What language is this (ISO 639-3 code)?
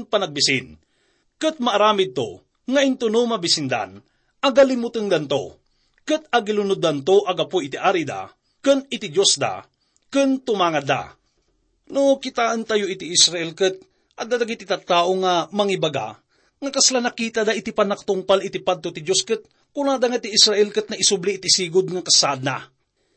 ilo